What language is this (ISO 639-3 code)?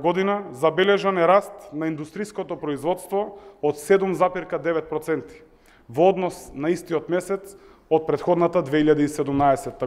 mkd